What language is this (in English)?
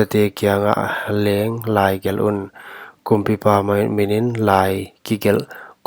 Paite Chin